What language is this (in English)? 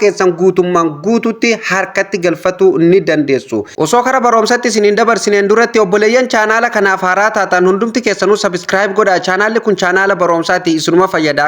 Oromo